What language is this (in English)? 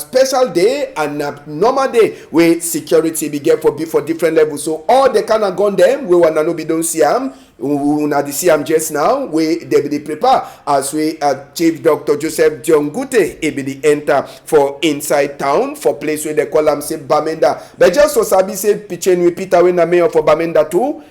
Cameroon Pidgin